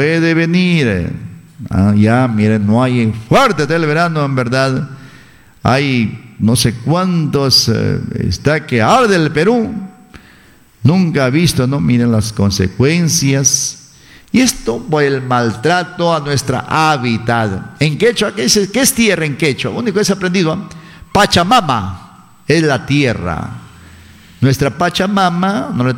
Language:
Spanish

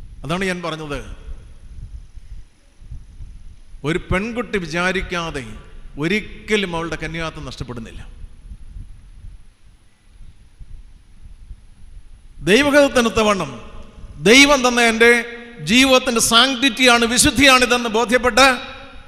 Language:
Malayalam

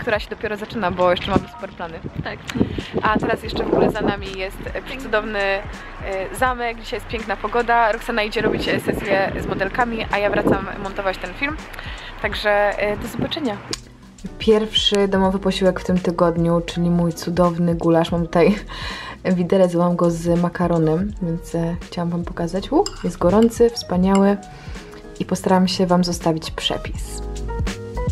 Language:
Polish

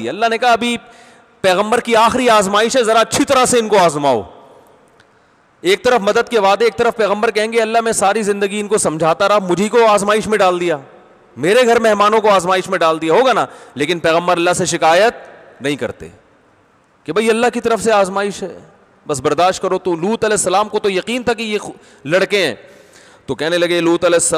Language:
Urdu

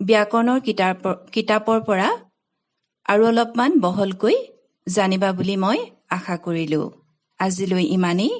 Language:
Assamese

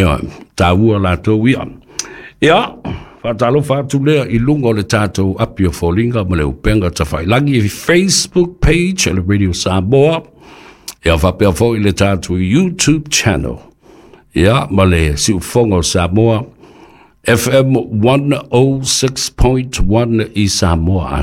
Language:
Samoan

